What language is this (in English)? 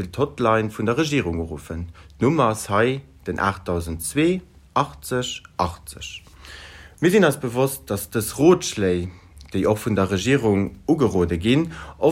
Luxembourgish